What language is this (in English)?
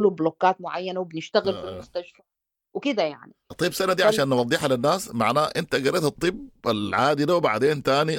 Sudanese Arabic